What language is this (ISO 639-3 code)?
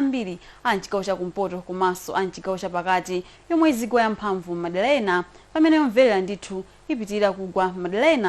nya